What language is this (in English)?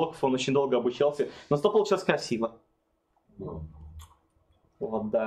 Russian